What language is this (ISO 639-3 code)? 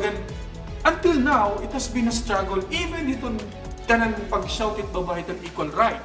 war